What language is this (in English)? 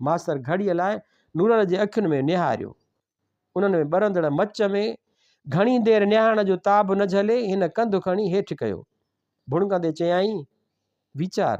Sindhi